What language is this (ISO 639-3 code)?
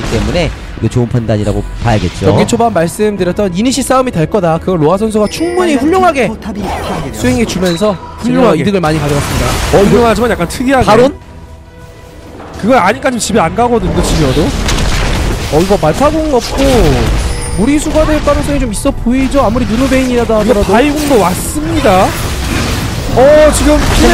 kor